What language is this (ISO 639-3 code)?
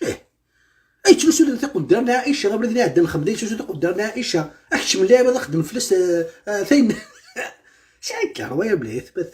kab